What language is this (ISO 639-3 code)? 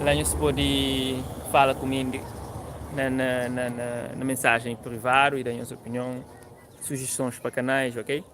kea